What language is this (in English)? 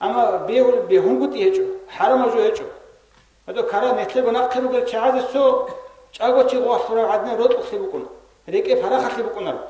Avaric